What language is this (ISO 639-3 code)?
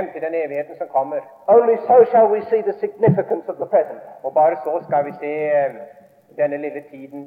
nor